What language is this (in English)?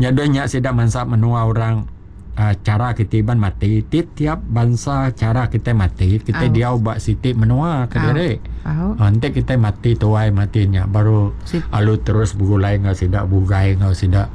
Iban